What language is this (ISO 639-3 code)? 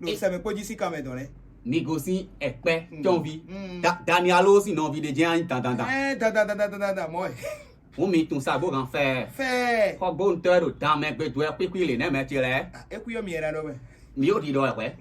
fon